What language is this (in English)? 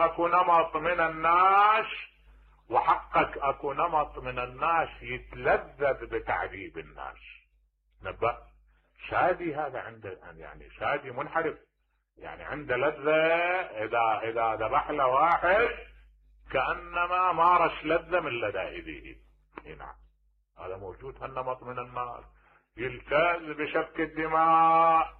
Mesopotamian Arabic